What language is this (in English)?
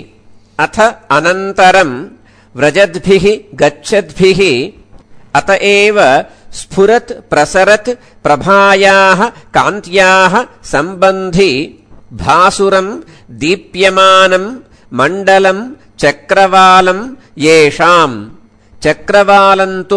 Sanskrit